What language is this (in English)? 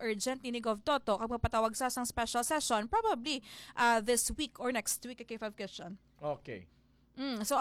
Hiligaynon